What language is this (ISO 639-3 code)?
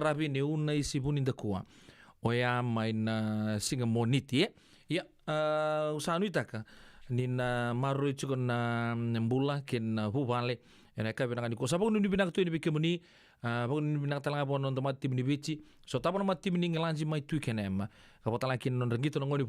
fij